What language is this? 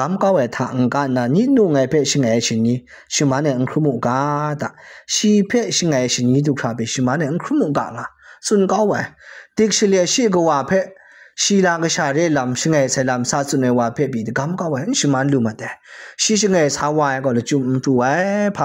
Kachin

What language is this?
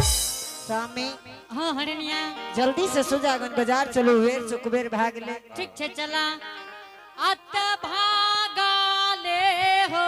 Angika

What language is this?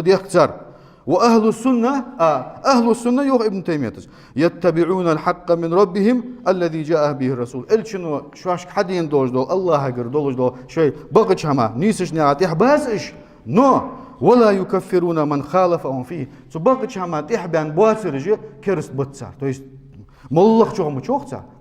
Ingush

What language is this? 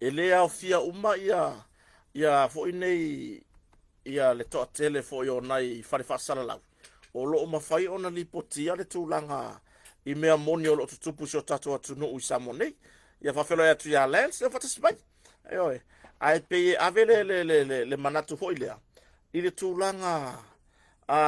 Samoan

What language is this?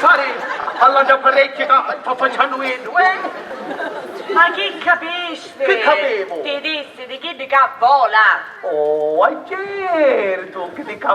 Sicilian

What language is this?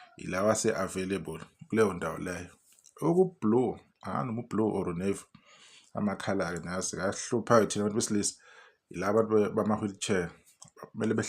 Zulu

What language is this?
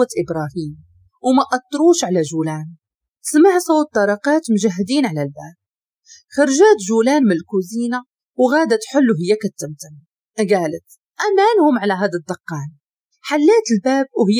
Moroccan Arabic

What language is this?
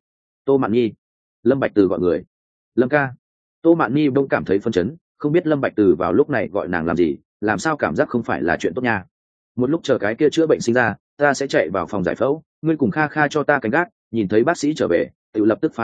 Vietnamese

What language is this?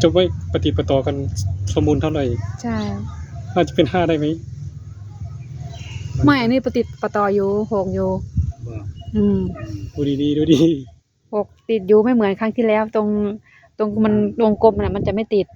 Northeastern Thai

